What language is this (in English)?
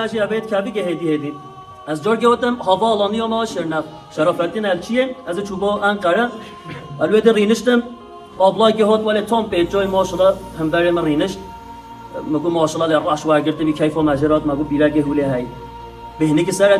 Kurdish